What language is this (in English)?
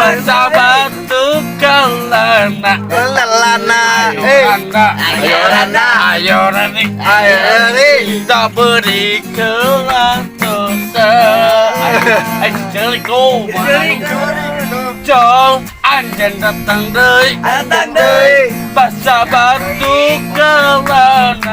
Sundanese